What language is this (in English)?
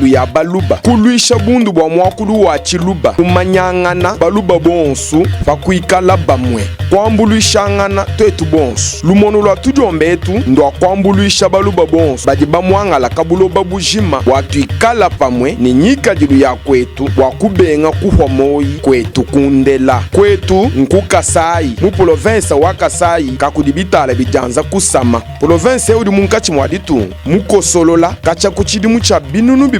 Luba-Lulua